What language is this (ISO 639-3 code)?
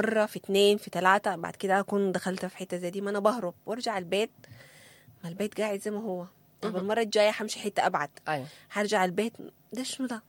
apd